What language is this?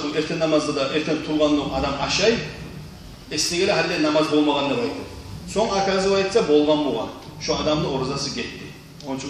Kumyk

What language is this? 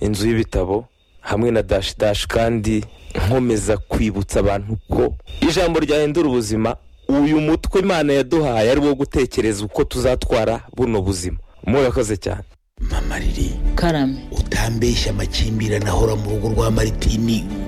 Kinyarwanda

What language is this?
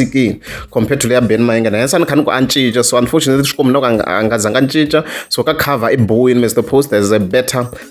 Tsonga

